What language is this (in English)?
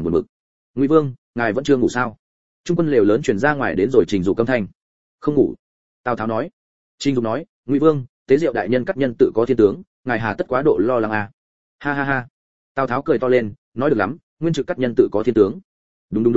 Vietnamese